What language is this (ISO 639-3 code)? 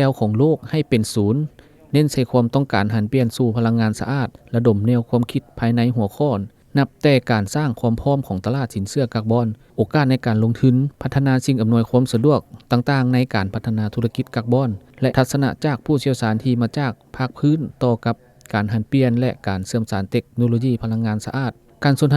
lao